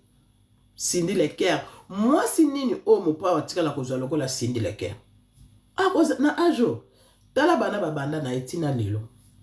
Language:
Lingala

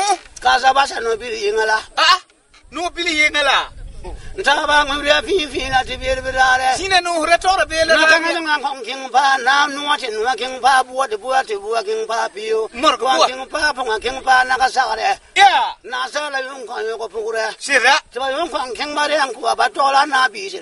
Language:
Frafra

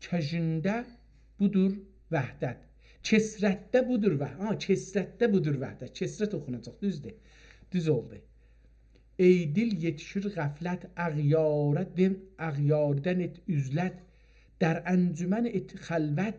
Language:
South Azerbaijani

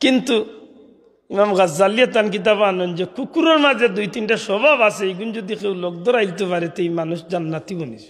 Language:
Sylheti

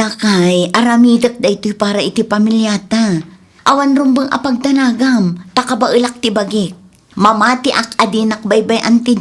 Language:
Iloko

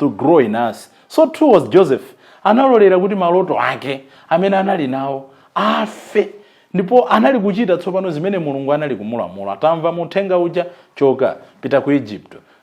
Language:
Nyanja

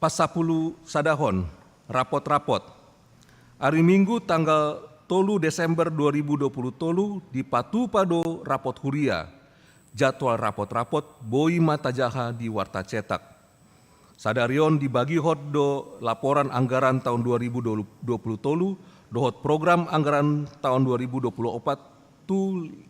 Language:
Batak Toba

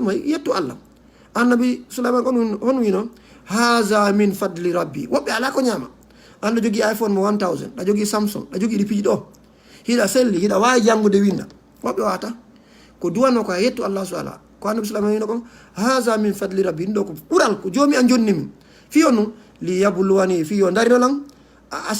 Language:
Fula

